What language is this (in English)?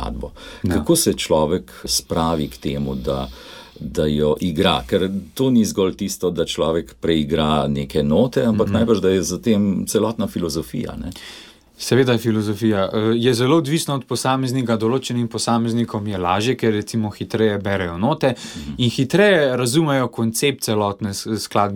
Slovenian